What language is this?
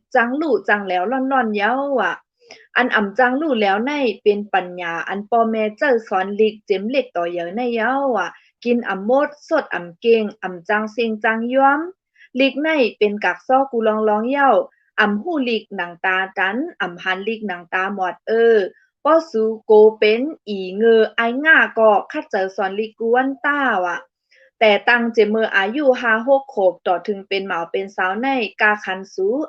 Shan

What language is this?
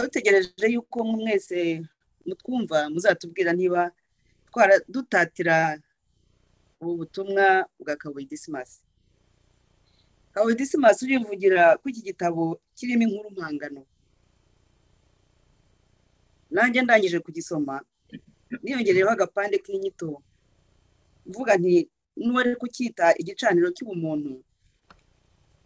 Kinyarwanda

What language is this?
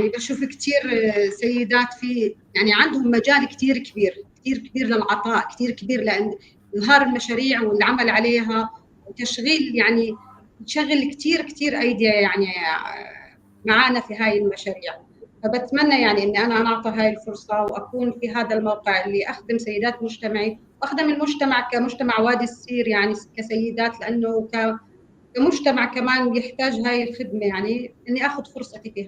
North Levantine Arabic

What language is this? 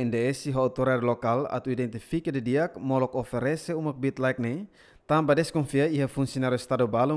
Tetum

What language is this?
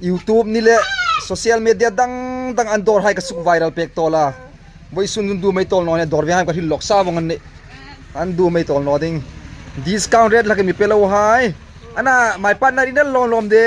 Hmar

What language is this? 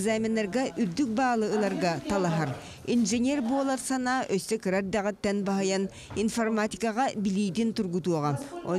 Yakut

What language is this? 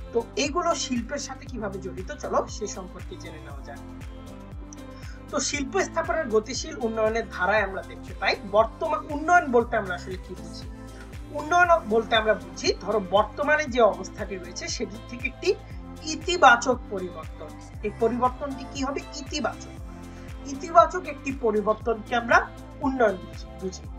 Bangla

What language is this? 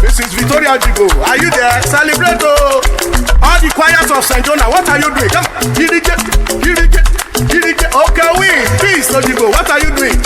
Urhobo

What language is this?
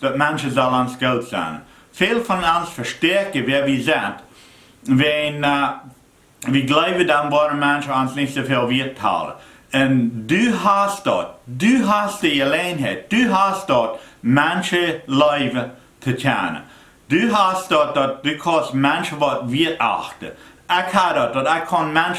Plautdietsch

